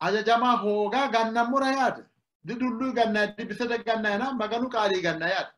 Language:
Sidamo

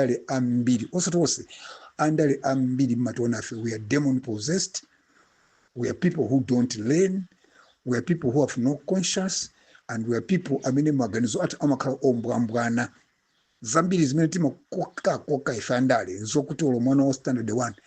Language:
Nyanja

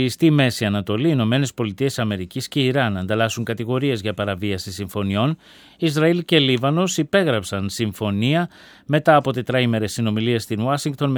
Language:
Greek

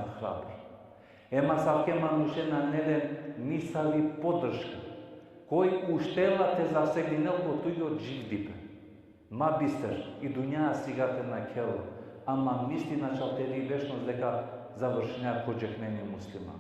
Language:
Balkan Romani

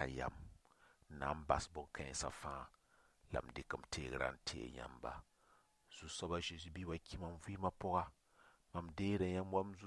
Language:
Mossi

